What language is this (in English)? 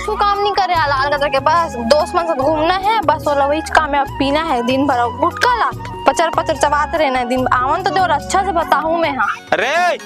Chhattisgarhi